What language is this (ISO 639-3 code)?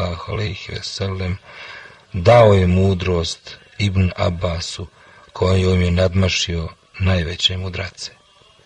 bos